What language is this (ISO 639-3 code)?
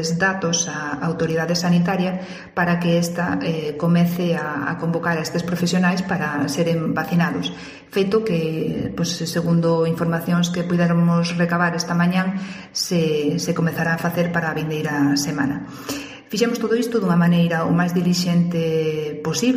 glg